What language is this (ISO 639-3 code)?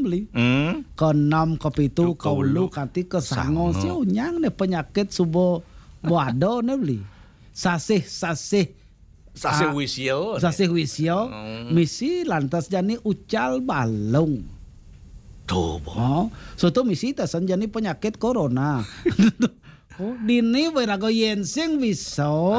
ban